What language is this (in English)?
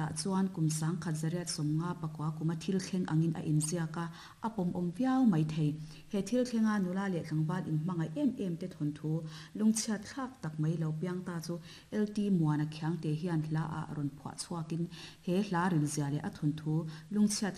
Mizo